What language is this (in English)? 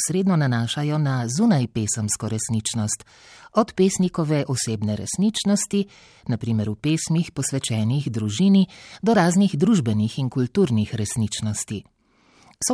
Slovenian